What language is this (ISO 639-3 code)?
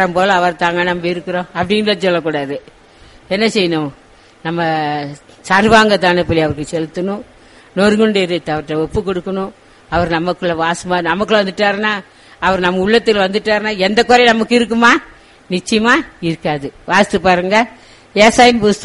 tam